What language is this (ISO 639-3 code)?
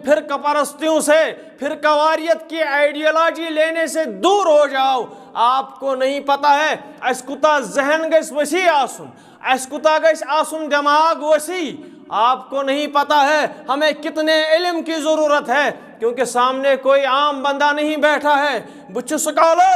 kas